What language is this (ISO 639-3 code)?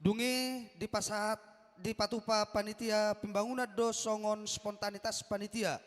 bbc